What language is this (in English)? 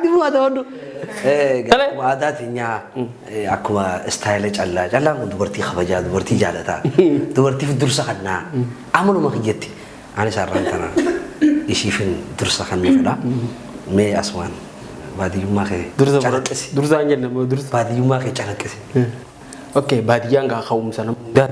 Oromo